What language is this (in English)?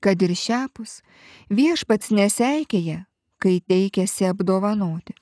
Lithuanian